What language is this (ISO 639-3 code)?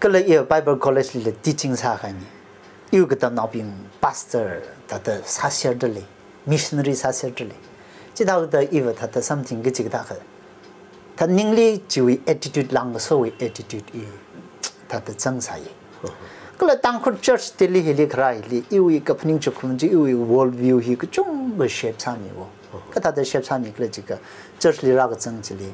nmf